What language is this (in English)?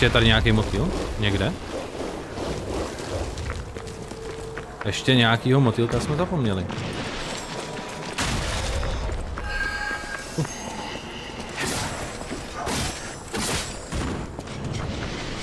Czech